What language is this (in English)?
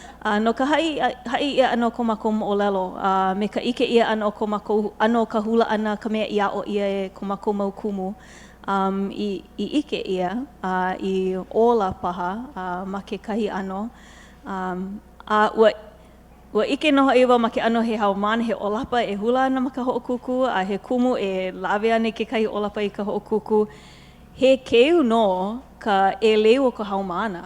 Hawaiian